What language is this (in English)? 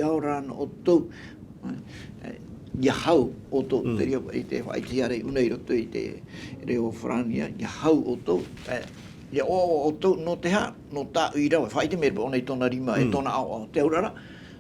Tahitian